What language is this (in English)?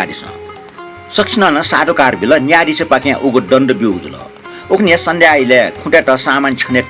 Newari